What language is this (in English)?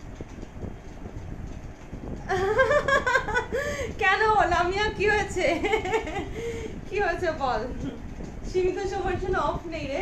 Bangla